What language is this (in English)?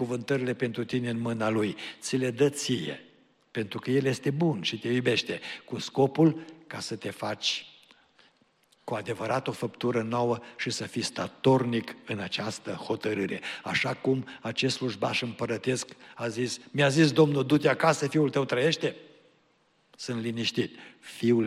Romanian